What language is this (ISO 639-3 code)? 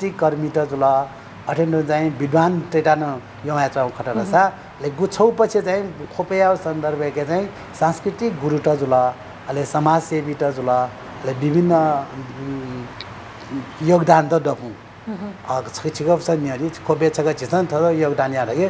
new